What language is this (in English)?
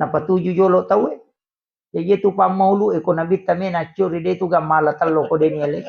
Buginese